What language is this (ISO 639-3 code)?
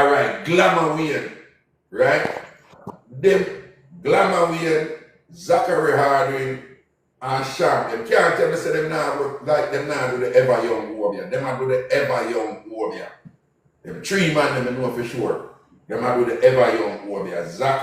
jam